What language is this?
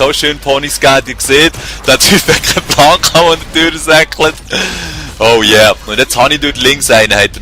Swiss German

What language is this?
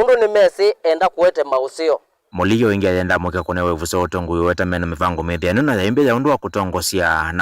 Kamba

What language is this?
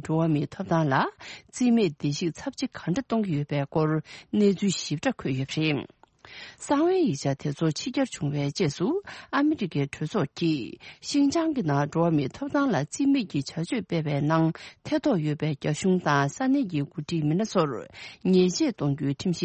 Tibetan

